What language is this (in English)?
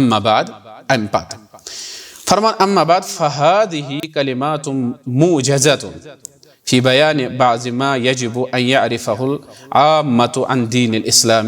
Kashmiri